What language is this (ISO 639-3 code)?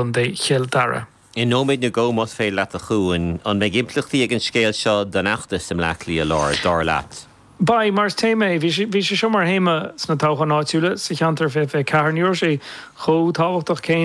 gle